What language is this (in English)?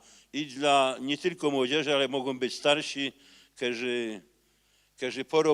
Silesian